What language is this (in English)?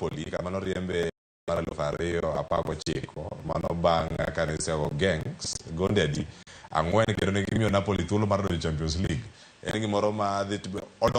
Luo (Kenya and Tanzania)